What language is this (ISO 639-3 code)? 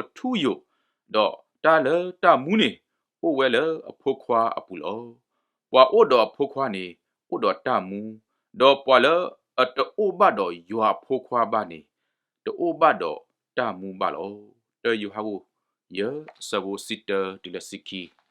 ksw